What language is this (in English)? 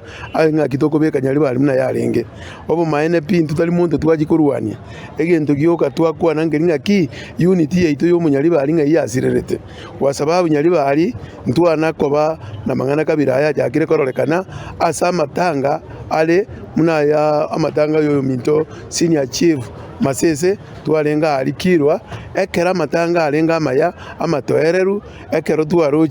Gusii